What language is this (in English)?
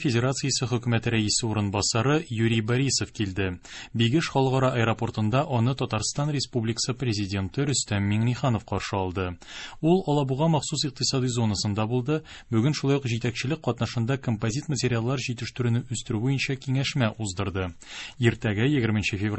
Tatar